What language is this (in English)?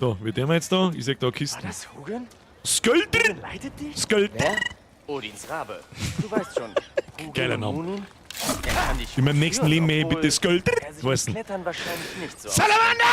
Bavarian